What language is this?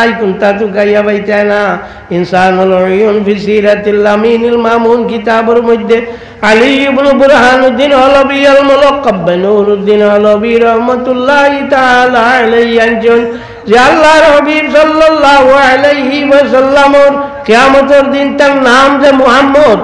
Sylheti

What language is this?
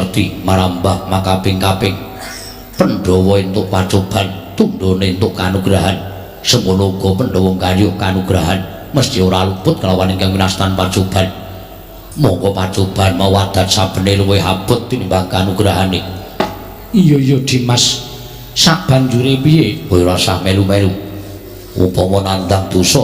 Javanese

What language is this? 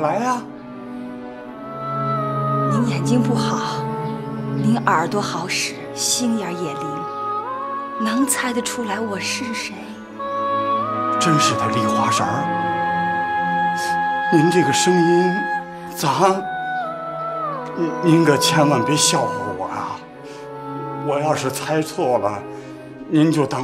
Chinese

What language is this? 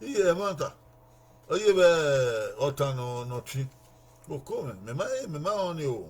Bini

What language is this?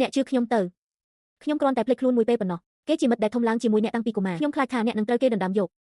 Khmer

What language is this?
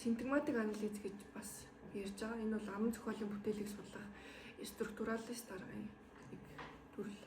Mongolian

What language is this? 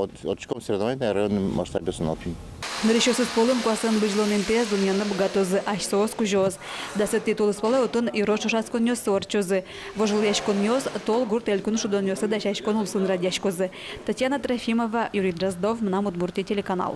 Udmurt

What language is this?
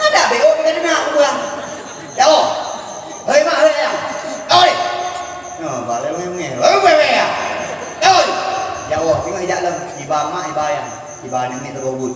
Achinese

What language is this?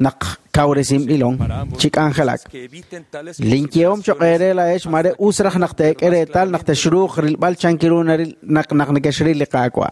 Kekchí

